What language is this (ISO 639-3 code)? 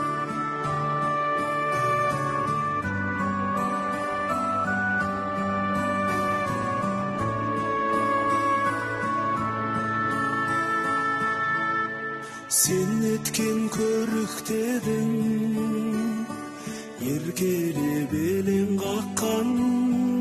kaz